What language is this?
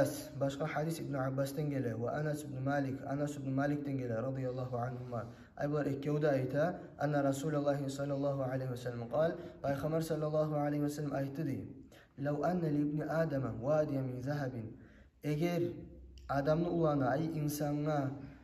Kumyk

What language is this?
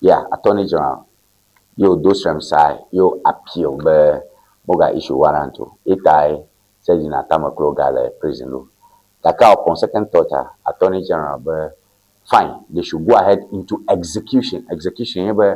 Ewe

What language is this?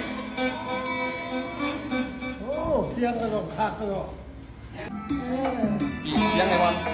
Lao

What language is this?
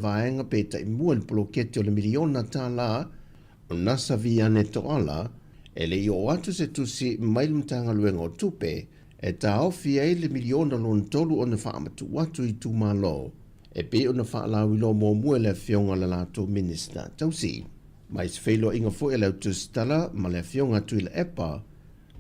Samoan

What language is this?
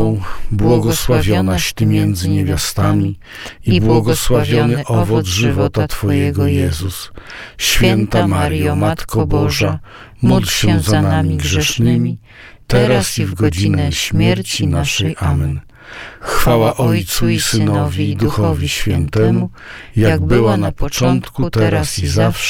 Polish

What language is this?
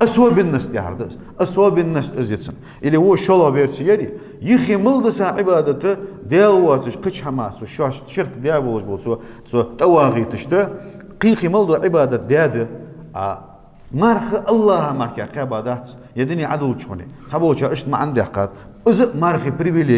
Ingush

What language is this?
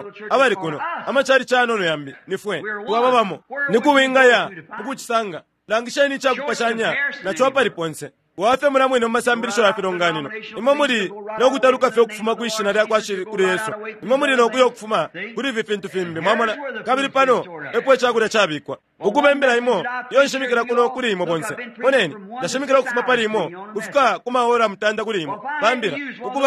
Bemba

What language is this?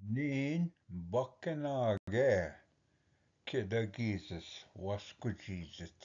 Ojibwa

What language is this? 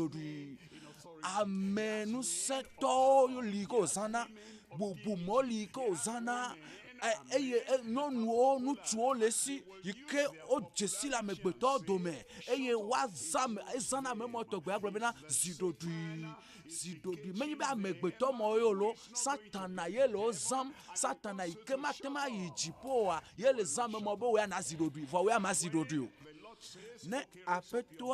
Ewe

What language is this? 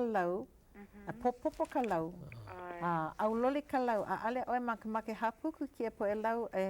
Hawaiian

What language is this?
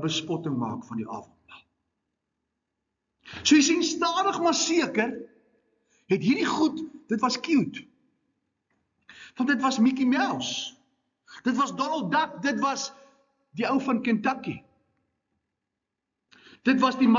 Afrikaans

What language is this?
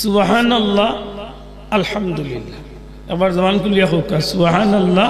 Sylheti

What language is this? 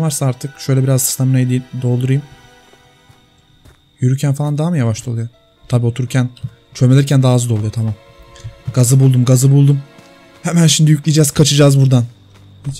Turkish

